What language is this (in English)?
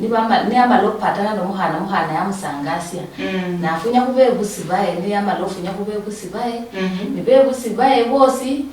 Luyia